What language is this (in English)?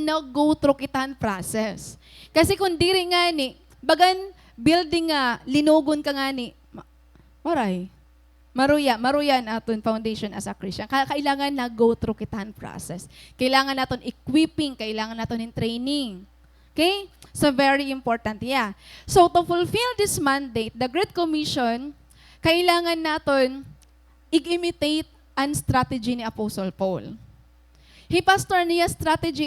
Waray